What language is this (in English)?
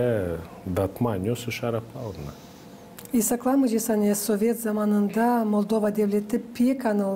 Gagauz